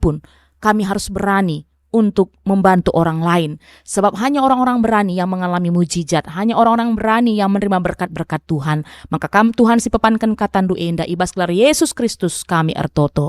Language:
Batak Karo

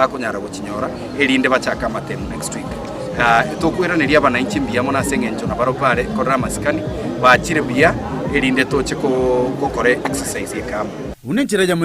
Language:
Gusii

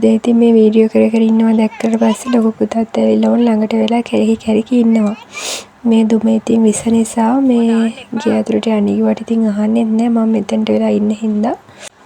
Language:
Sinhala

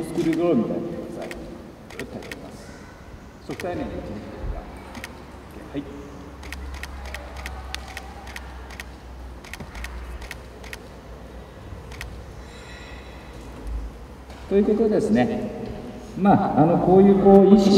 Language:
Japanese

